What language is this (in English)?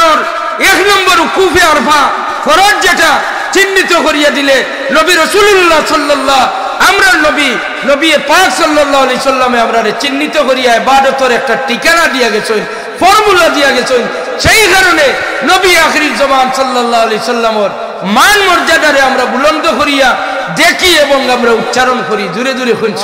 Sylheti